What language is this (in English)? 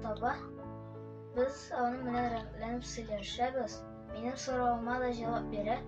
Tatar